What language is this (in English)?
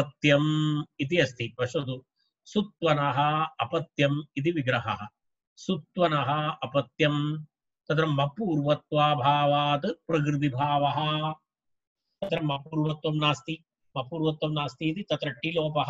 Sanskrit